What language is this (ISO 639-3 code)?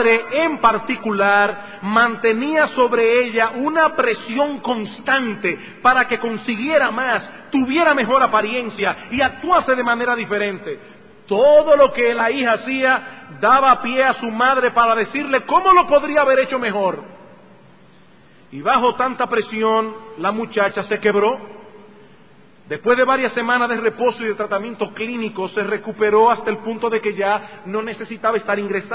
spa